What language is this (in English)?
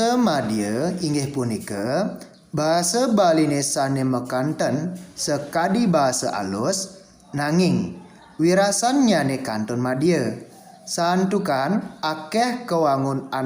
Balinese